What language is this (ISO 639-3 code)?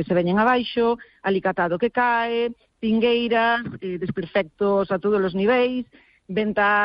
glg